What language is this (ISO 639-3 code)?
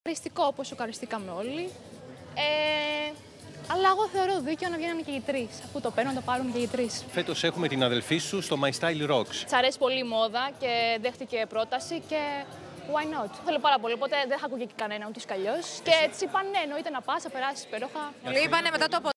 ell